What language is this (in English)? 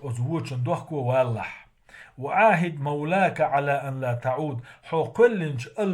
Chechen